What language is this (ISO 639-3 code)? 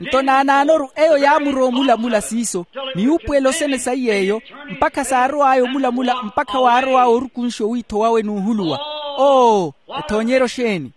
vmw